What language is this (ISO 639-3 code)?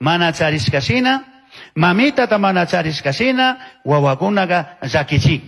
qug